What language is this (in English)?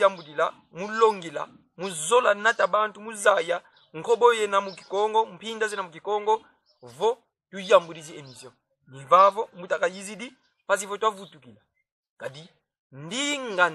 Kongo